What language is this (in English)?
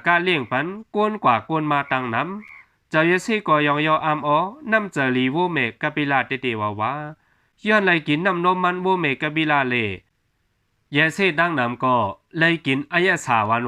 Shan